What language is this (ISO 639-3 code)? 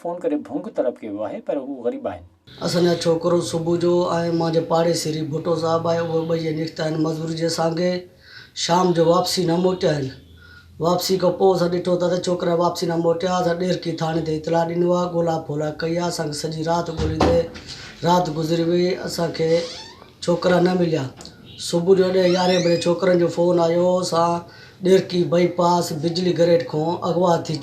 snd